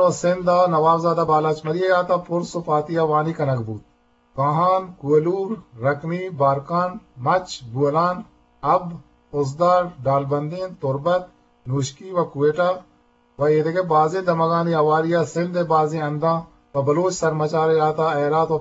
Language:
Eastern Balochi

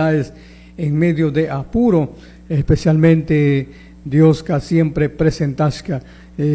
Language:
Chimborazo Highland Quichua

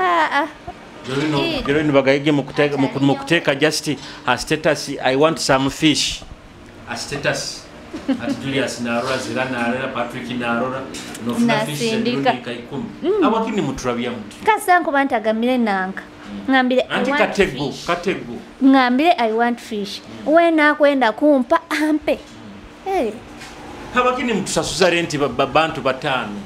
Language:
Nyoro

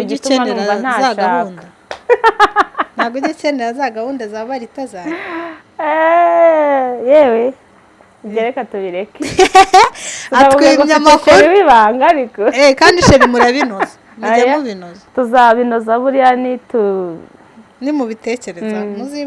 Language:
Kinyarwanda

